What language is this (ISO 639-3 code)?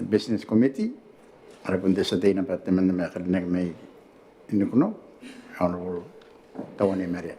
gil